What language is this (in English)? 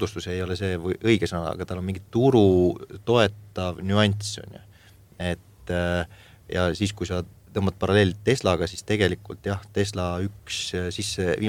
Estonian